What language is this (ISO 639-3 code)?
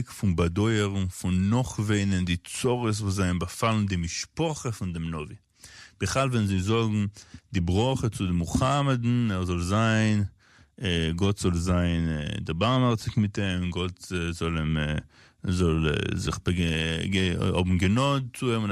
yid